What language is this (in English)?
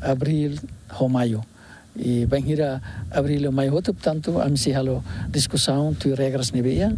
Tetum